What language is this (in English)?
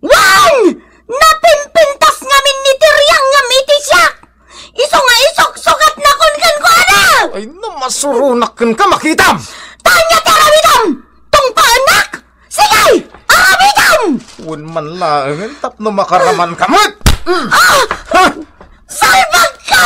Iloko